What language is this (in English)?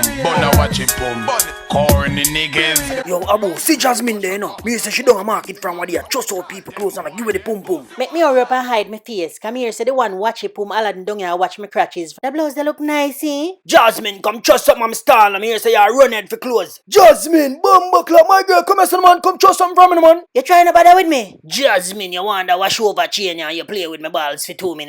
Jamaican Creole English